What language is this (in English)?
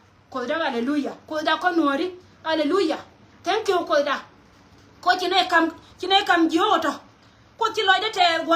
Nuer